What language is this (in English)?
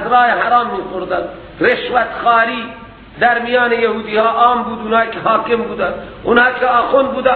Persian